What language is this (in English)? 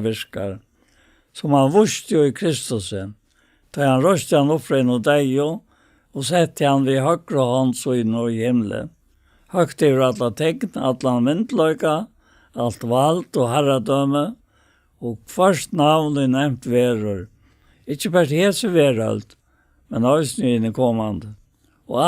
Faroese